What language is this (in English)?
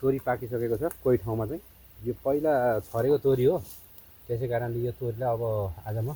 Nepali